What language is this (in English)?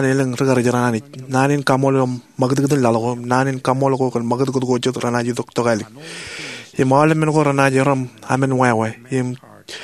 Marshallese